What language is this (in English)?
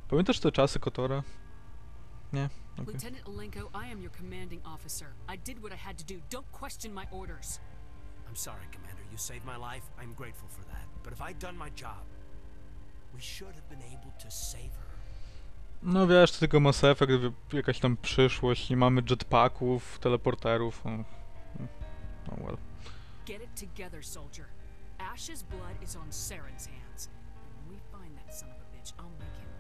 Polish